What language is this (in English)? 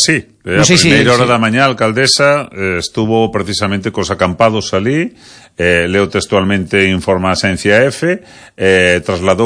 Galician